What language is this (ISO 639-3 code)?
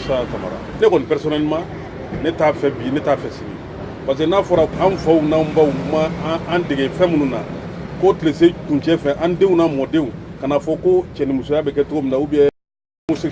bam